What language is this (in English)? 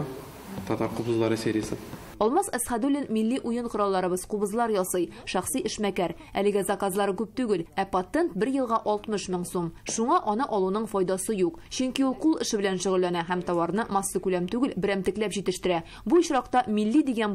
Tatar